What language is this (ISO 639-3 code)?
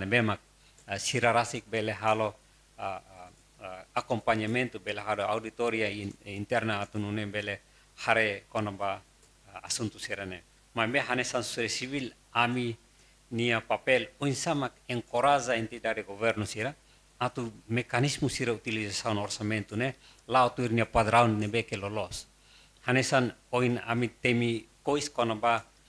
tet